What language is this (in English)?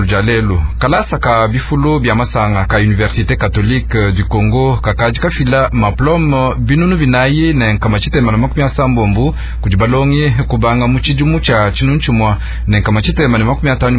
Luba-Lulua